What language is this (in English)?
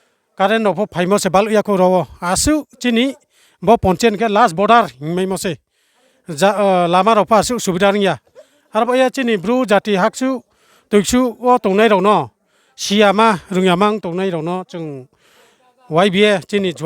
Riang (India)